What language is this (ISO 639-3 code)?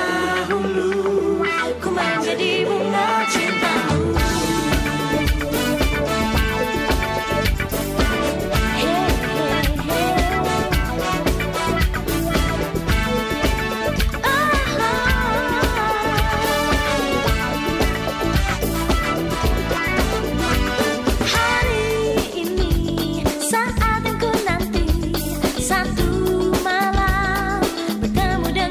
ind